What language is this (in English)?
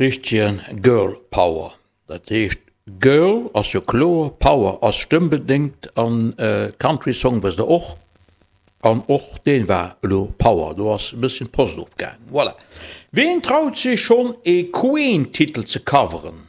Luxembourgish